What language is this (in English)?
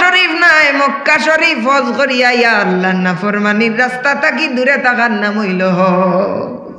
Sylheti